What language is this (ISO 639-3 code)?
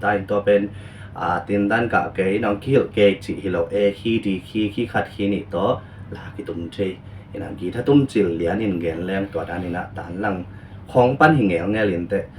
ctd